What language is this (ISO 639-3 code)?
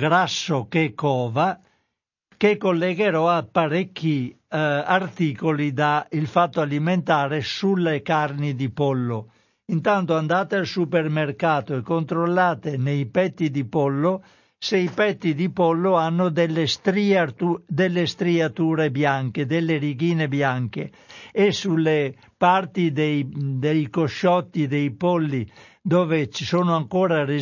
ita